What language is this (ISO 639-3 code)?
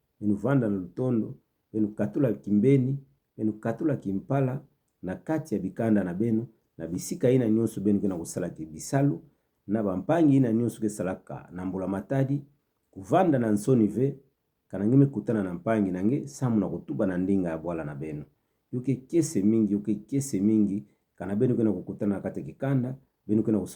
ktu